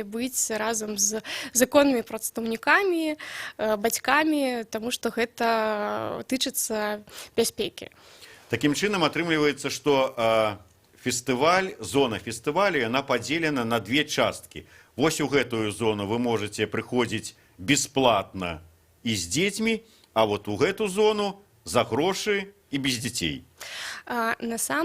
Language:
Belarusian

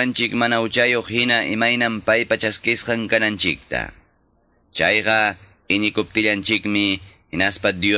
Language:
Quechua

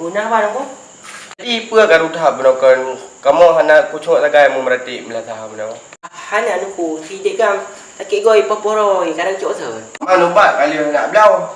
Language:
Achinese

